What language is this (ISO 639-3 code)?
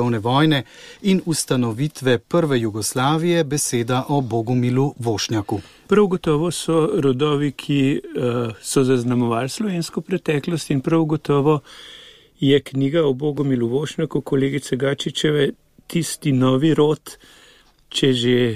slv